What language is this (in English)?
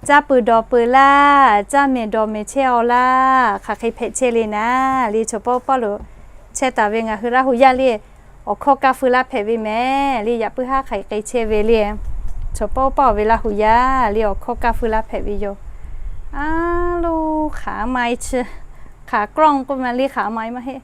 Lahu